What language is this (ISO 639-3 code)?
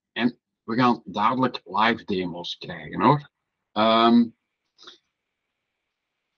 nld